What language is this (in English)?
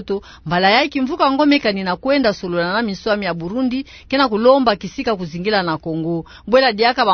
Kituba (Democratic Republic of Congo)